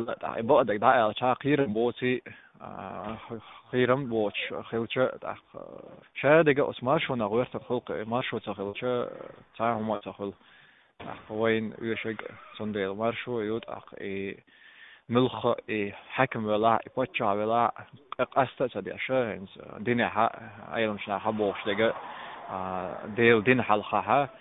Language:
Chechen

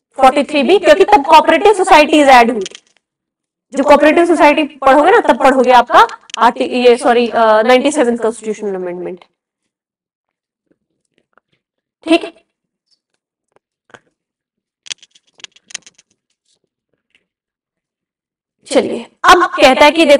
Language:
Hindi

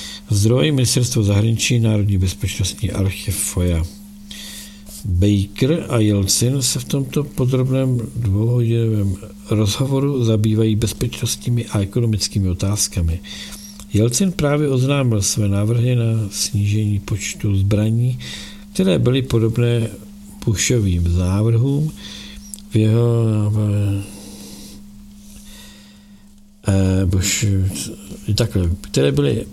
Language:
Czech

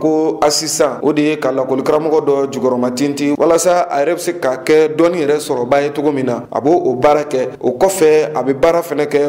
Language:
Bambara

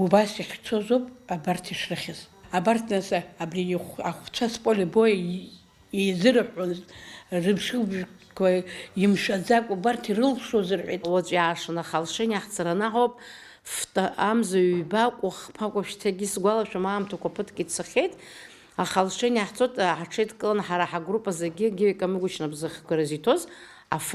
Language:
Abkhazian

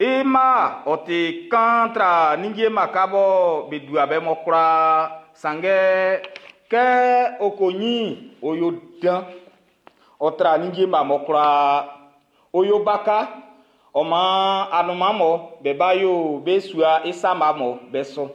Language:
Baoulé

